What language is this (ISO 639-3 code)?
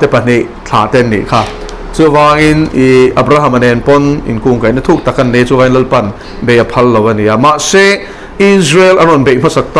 lus